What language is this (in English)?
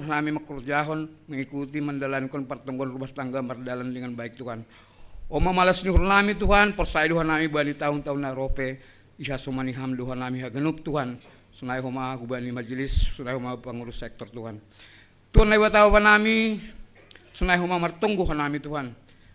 Batak Simalungun